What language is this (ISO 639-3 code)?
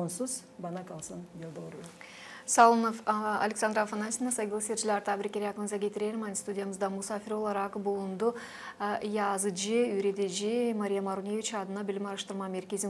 gag